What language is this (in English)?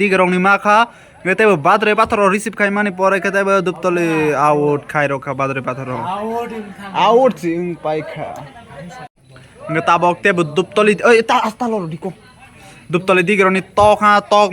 Kok Borok